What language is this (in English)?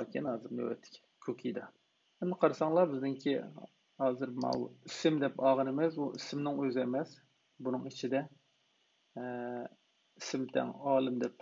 Uyghur